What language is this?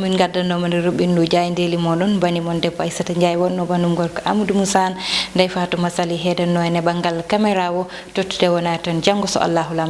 Fula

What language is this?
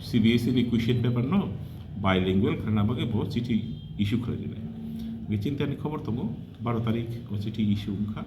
Kok Borok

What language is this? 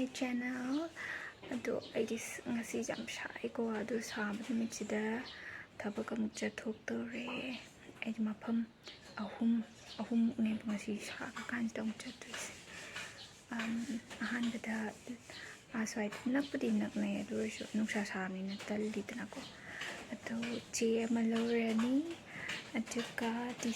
Manipuri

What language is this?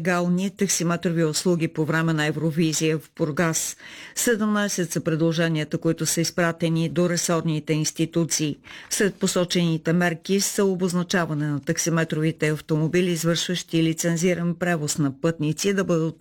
Bulgarian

